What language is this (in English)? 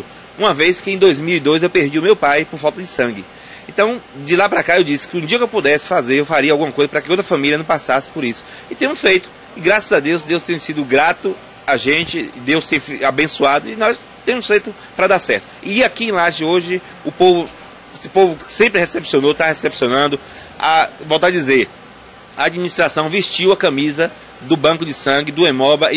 Portuguese